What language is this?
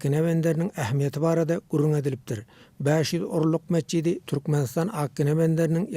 Turkmen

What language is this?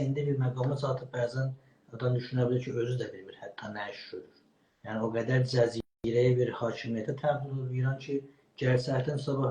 South Azerbaijani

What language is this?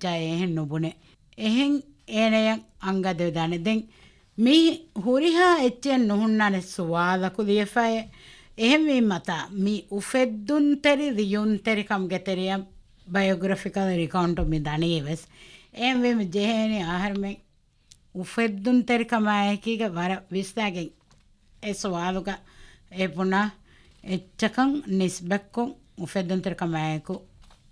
Divehi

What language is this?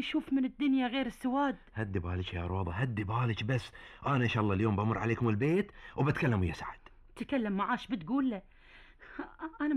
Gulf Arabic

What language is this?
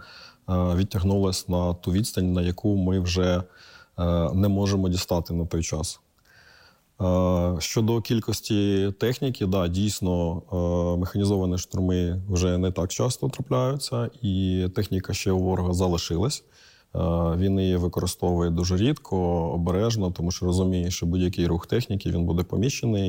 Ukrainian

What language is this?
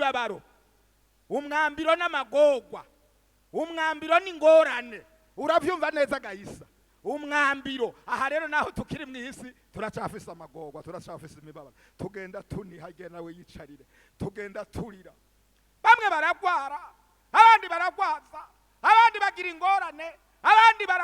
Rundi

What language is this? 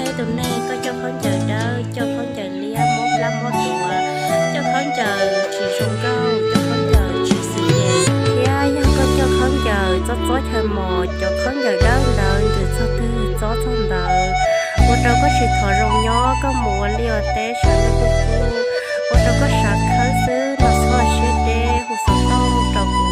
Hmong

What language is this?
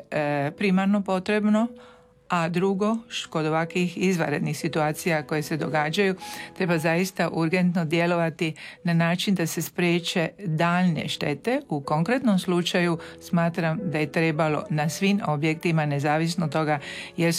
Croatian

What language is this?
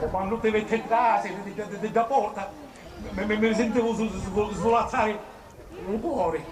Sicilian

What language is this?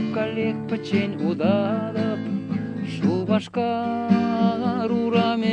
Chuvash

